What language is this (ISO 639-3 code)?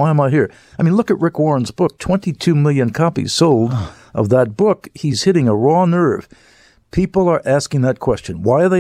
eng